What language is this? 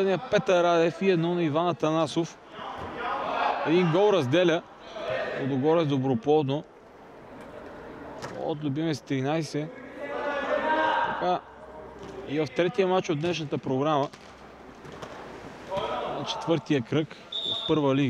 Bulgarian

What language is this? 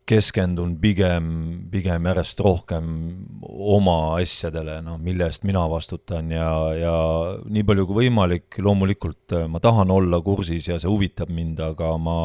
Estonian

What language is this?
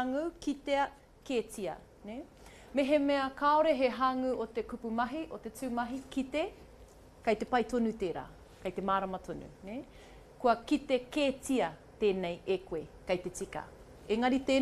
Māori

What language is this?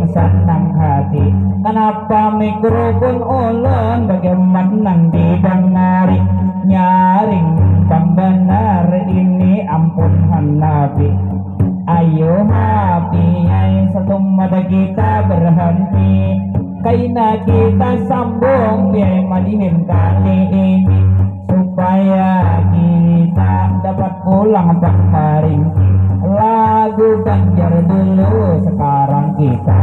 Banjar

